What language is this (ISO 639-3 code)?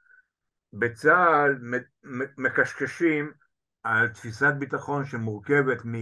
heb